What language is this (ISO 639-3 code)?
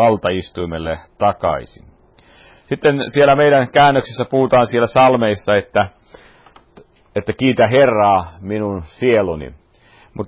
fin